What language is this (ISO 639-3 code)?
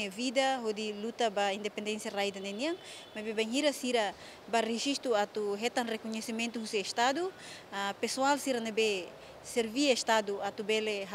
tet